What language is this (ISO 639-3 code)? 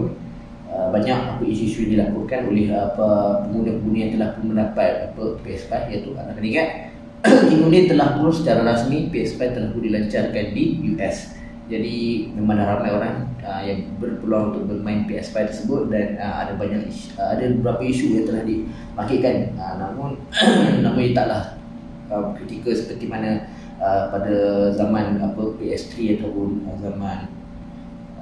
msa